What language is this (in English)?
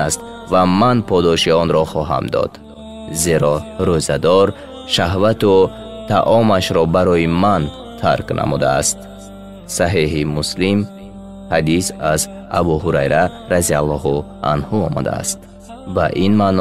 Tajik